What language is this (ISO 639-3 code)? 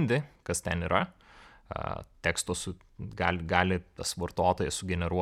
lit